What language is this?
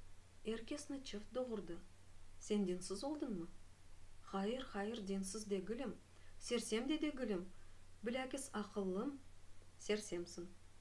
Crimean Tatar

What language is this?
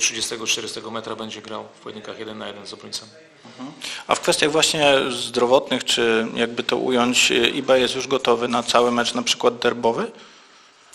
Polish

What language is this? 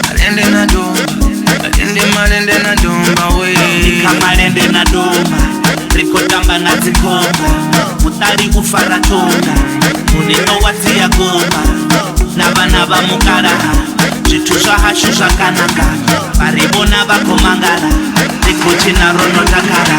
Venda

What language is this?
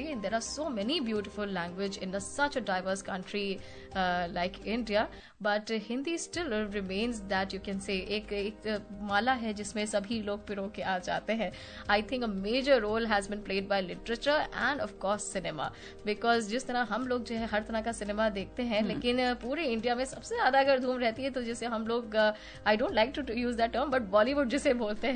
Hindi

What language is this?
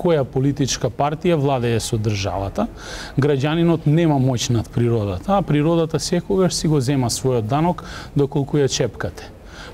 Macedonian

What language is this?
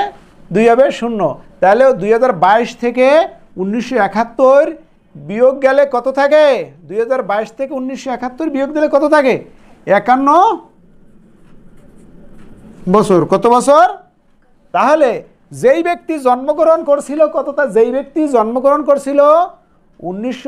Bangla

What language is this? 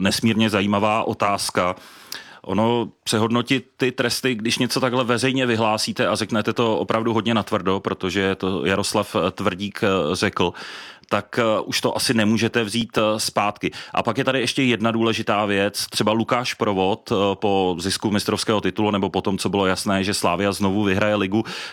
Czech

